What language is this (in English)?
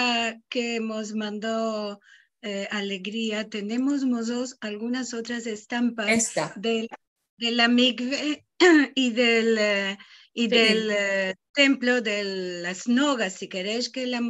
Ladino